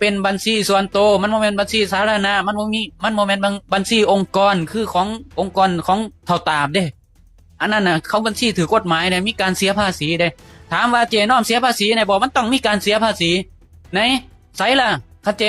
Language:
Lao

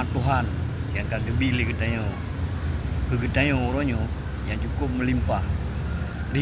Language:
Achinese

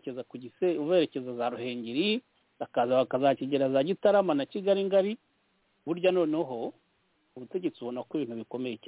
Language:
Kinyarwanda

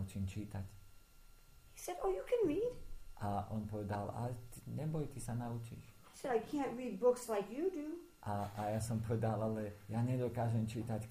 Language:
Slovak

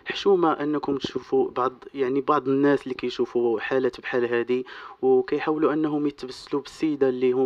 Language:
Moroccan Arabic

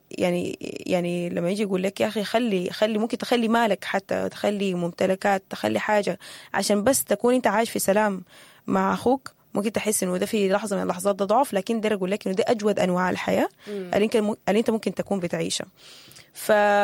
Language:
Sudanese Arabic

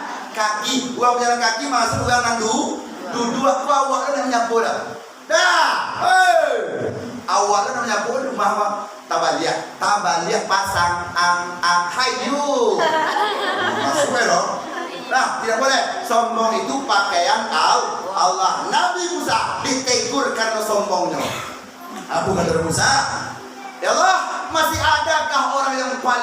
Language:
Minangkabau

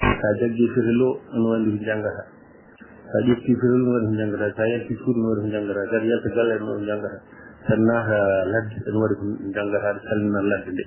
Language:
Fula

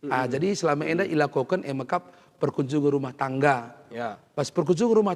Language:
Batak Karo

